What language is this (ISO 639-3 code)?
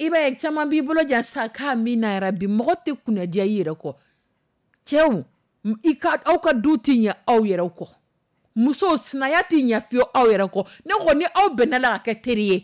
dyu